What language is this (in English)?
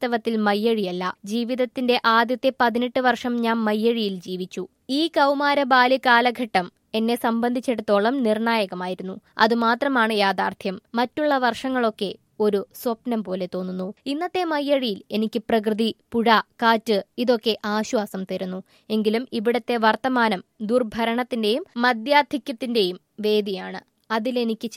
Malayalam